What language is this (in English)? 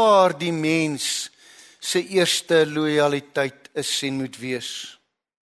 Afrikaans